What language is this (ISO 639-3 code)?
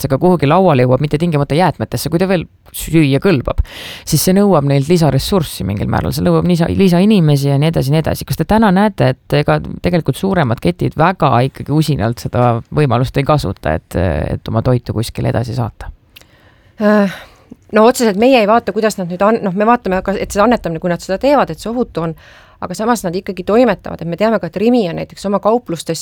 est